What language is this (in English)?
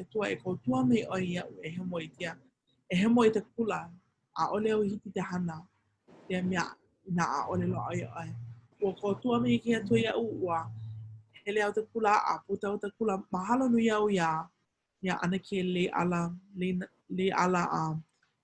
Hawaiian